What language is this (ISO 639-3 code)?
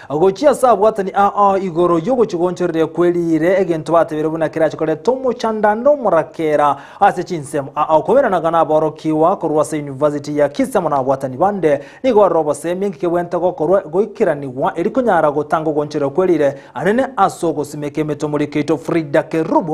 guz